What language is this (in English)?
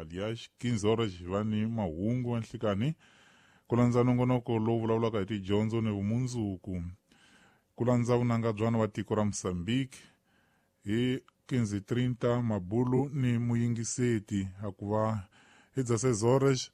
Tsonga